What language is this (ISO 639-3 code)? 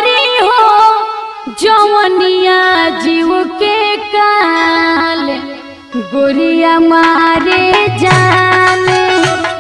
bho